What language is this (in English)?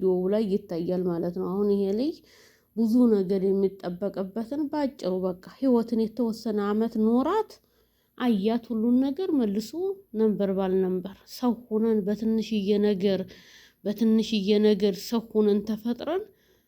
Amharic